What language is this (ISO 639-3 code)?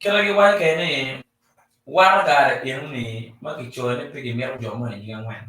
ach